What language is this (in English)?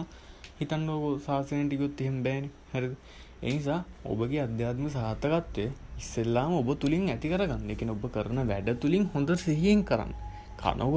Sinhala